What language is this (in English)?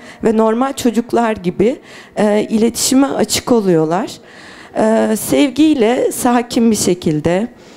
Turkish